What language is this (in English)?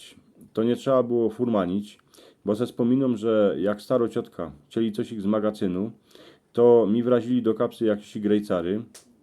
Silesian